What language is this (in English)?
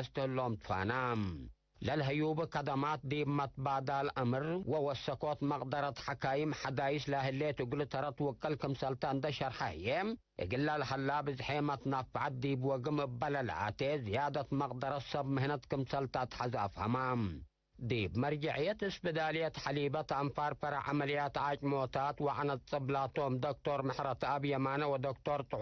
Tigre